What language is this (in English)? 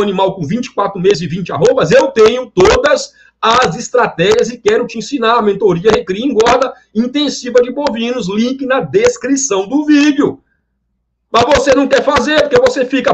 Portuguese